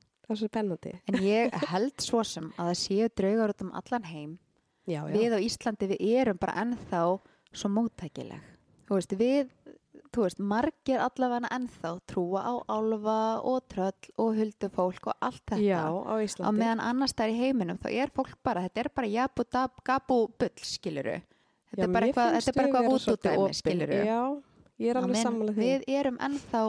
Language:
Icelandic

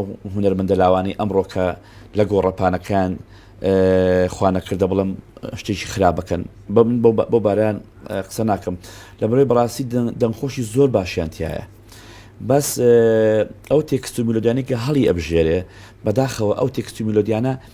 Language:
Central Kurdish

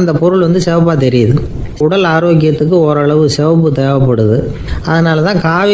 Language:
Tamil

